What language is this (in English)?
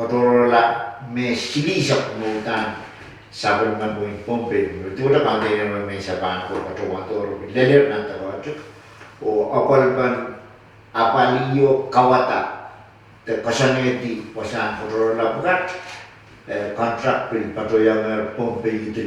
Pohnpeian